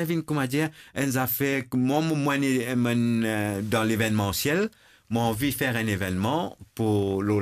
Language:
Morisyen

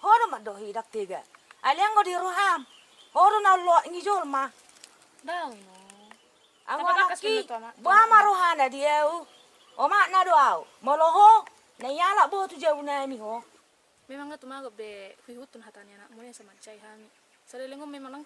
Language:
Batak Toba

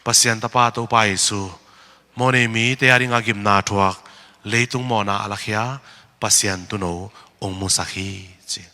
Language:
Tedim Chin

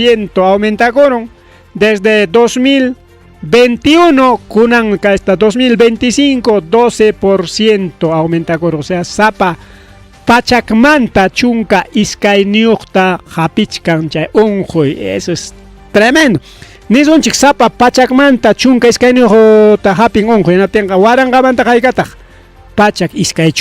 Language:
Ayacucho Quechua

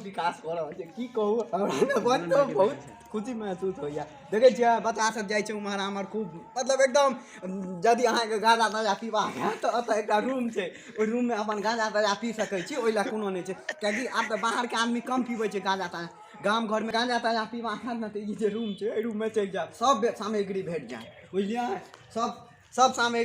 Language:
Maithili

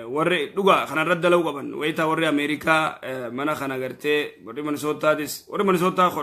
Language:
Oromo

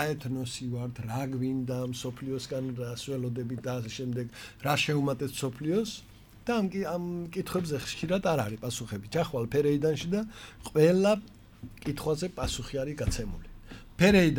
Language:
Georgian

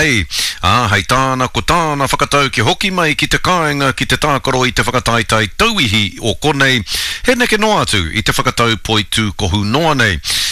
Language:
Māori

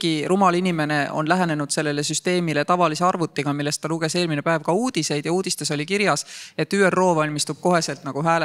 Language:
Estonian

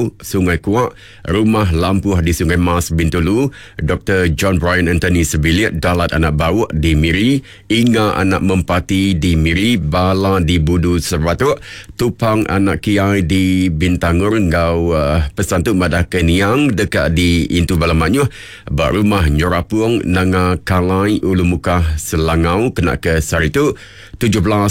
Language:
Iban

